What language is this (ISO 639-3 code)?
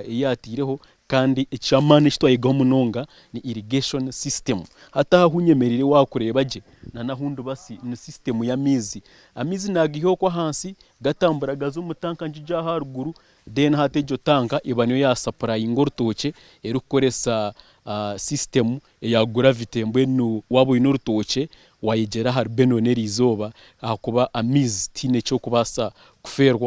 nyn